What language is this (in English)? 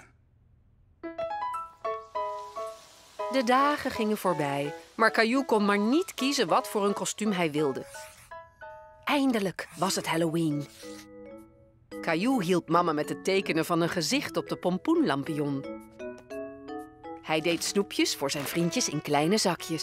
Dutch